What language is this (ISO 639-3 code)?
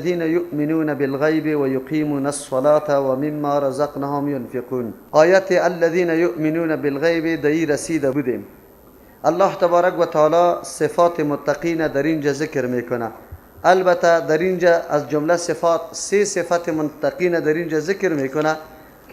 fas